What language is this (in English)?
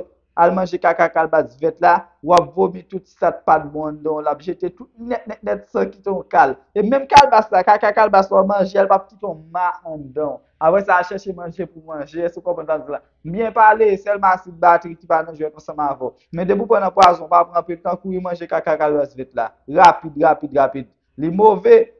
Haitian Creole